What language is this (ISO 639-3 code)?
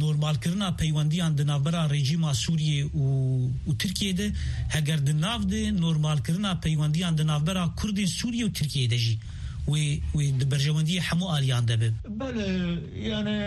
kur